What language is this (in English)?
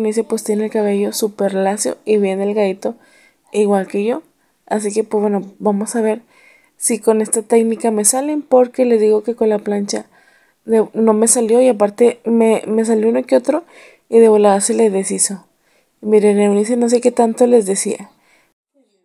Spanish